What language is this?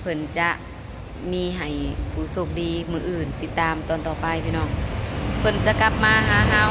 Lao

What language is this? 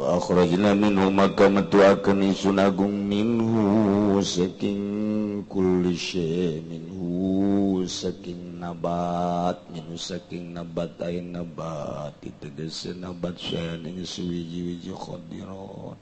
Sundanese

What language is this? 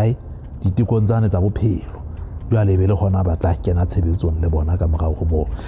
Southern Sotho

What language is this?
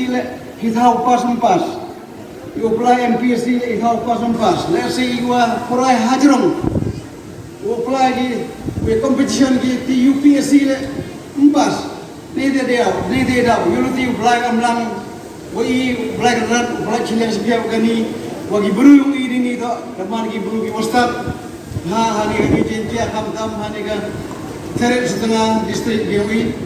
Khasi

